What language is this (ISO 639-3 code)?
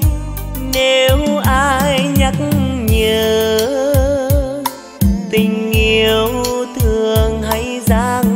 vie